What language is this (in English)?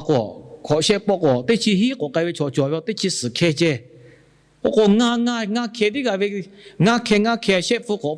Lahu